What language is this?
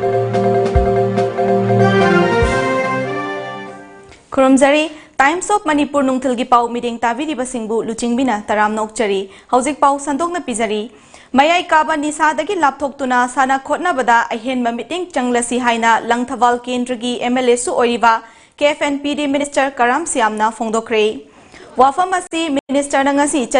Manipuri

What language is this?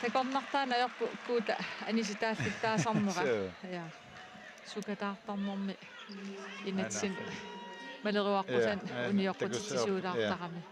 Kalaallisut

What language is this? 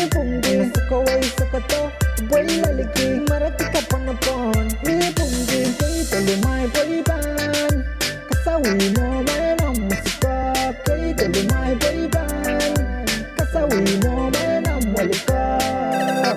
Pohnpeian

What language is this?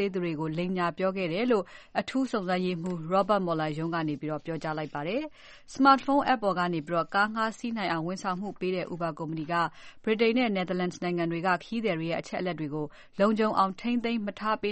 Burmese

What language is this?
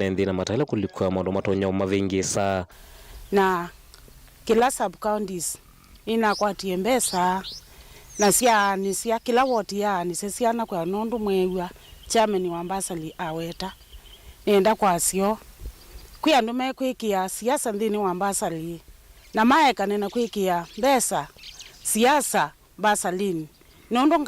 Kamba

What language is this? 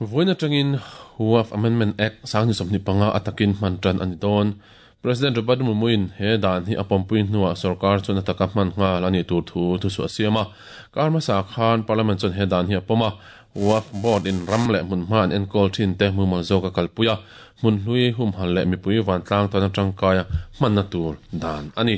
Mizo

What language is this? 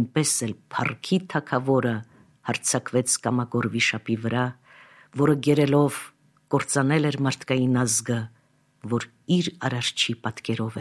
Armenian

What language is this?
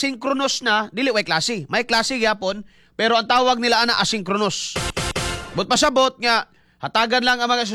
Cebuano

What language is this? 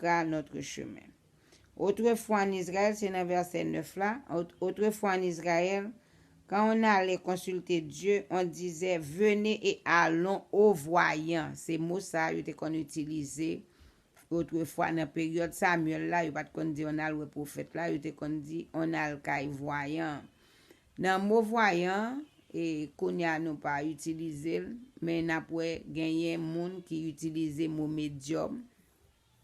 Haitian Creole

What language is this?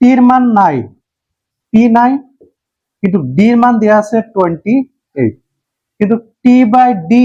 Assamese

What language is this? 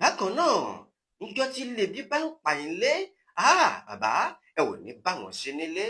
Yoruba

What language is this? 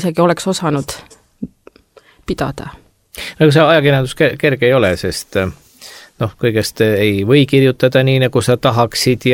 Estonian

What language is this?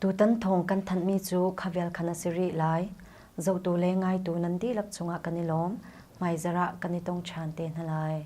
Hakha Chin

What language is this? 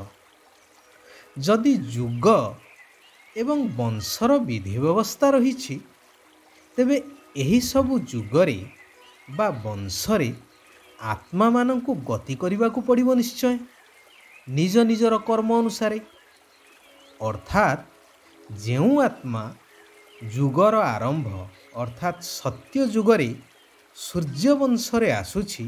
Odia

